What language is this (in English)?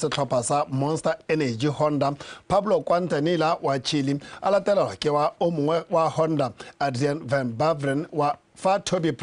Tswana